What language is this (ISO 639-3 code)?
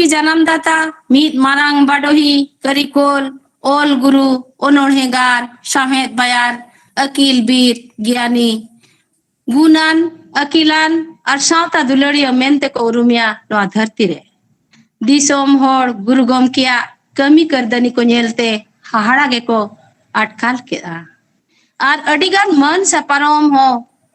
sat